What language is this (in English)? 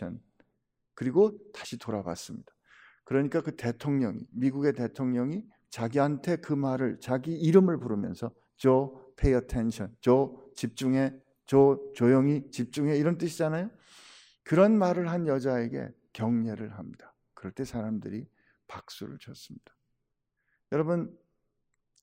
Korean